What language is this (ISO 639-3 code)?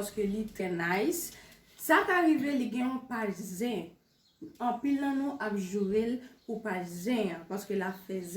hat